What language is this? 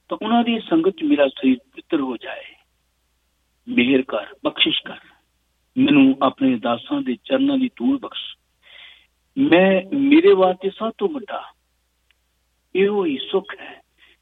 Punjabi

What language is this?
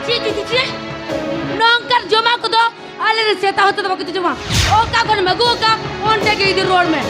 Santali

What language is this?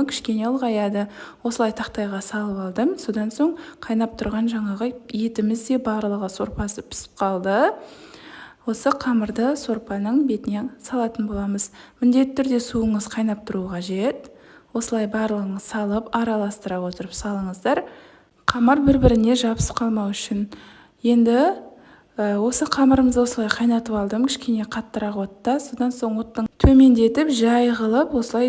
Kazakh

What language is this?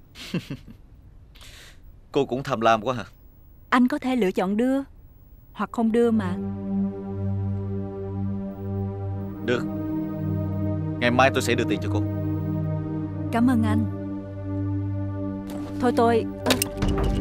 Vietnamese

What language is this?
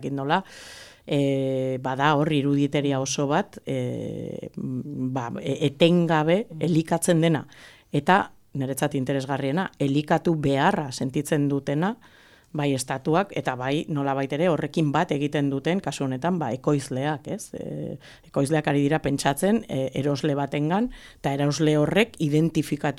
Basque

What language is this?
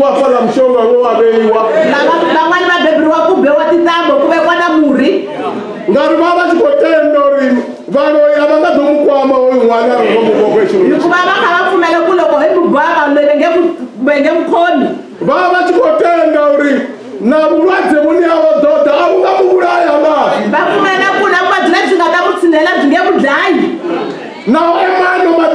Venda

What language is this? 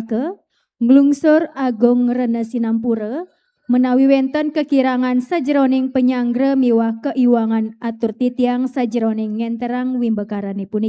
Balinese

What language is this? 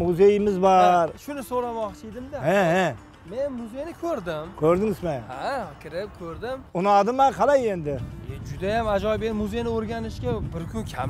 Kara-Kalpak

